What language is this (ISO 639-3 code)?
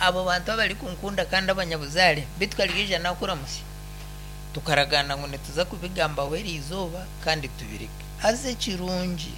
nyn